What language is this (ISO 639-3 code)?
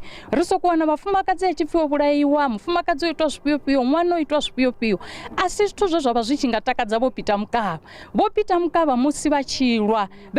ven